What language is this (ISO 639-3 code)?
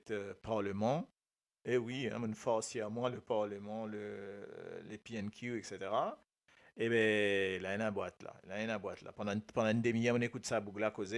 mfe